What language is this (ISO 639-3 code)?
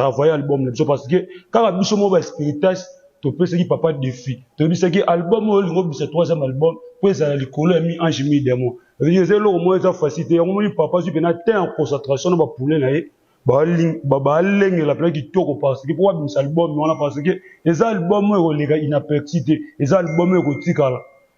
lin